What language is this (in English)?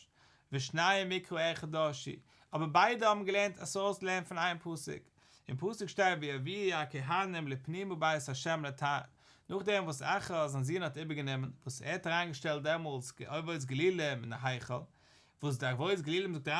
Yiddish